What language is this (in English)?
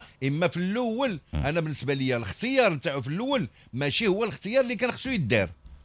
Moroccan Arabic